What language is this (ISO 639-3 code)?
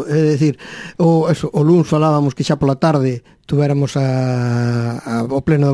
glg